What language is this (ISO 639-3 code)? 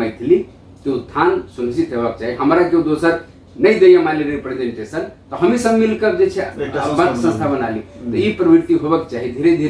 mai